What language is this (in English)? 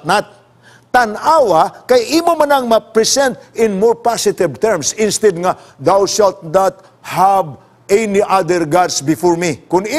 Cebuano